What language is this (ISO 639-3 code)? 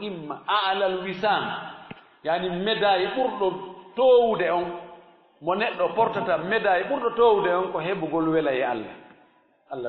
ful